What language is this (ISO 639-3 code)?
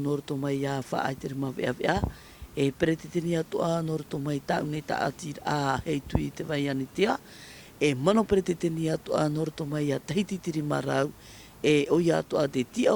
tah